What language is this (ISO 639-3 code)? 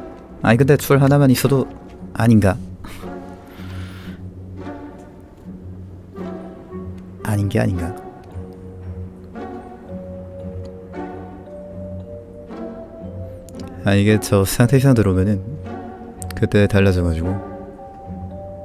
kor